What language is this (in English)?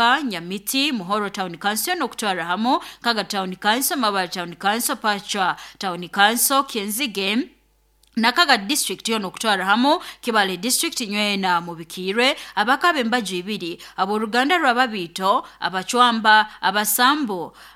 Nyoro